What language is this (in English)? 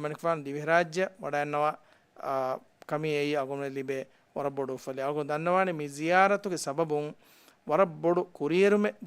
Divehi